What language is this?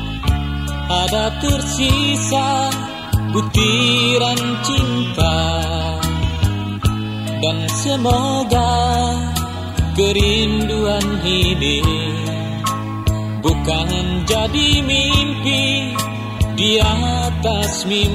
Indonesian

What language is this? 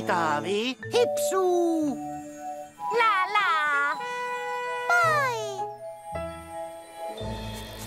Finnish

